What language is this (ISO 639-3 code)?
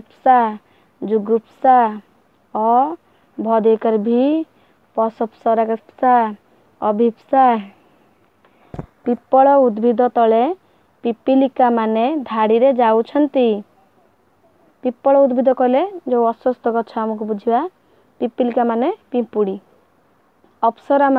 ori